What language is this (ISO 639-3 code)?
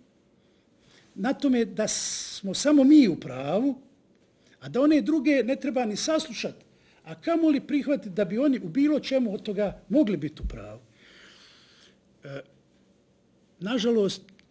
bos